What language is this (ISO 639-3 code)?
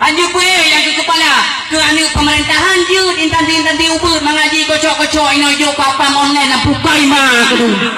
ace